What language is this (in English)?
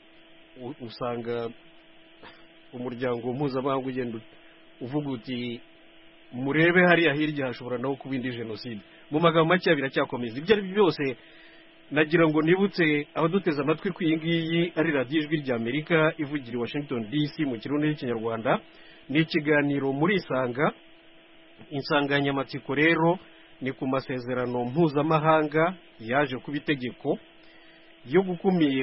Kinyarwanda